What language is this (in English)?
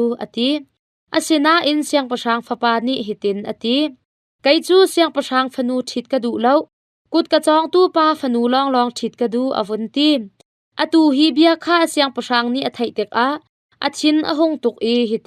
Hakha Chin